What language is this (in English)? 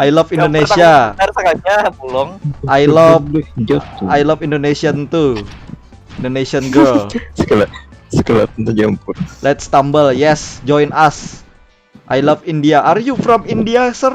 Banjar